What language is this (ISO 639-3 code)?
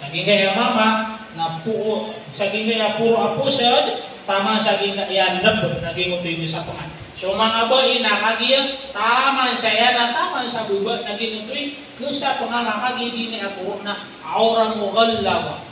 mrw